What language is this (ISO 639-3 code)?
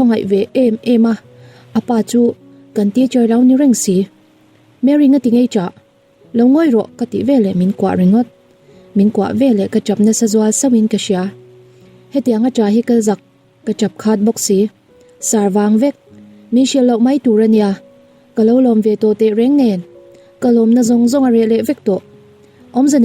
lus